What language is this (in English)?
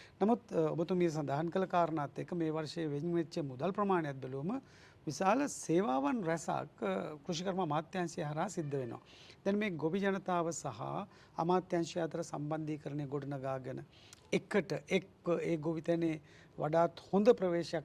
Sinhala